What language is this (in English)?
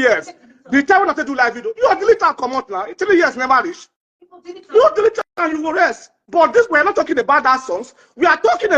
Nigerian Pidgin